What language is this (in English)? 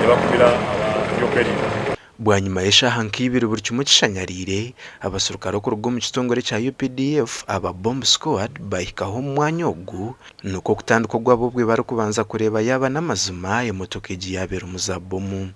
Nyankole